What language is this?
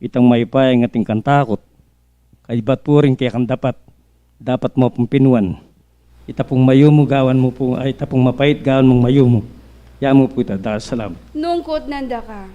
Pampanga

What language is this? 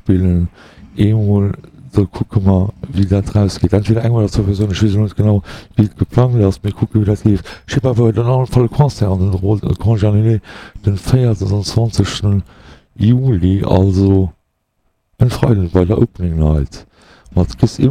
Luxembourgish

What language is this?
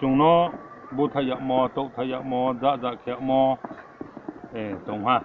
Riang (India)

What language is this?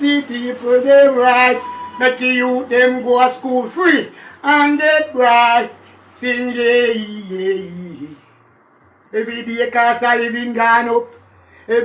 Jamaican Creole English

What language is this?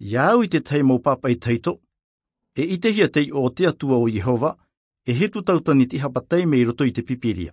Tahitian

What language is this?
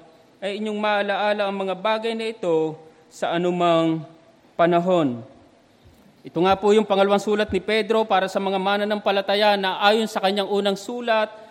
Filipino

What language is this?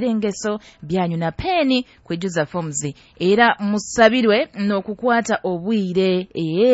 Nyoro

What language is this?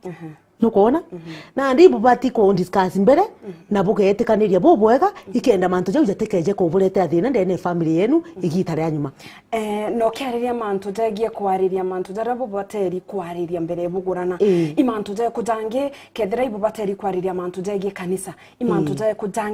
Meru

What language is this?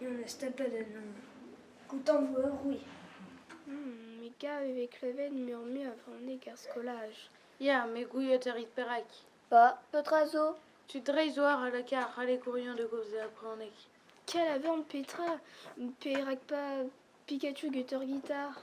Breton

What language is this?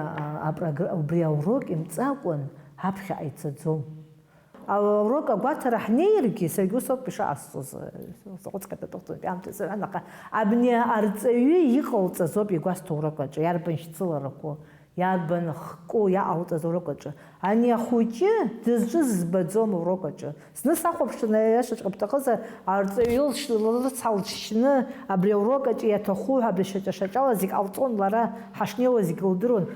Abkhazian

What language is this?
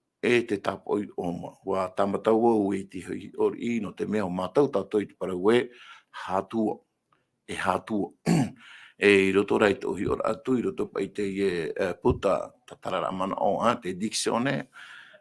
Tahitian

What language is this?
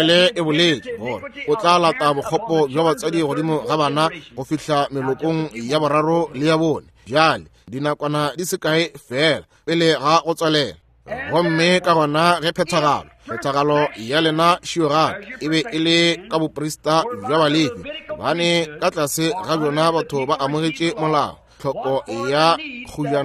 Northern Sotho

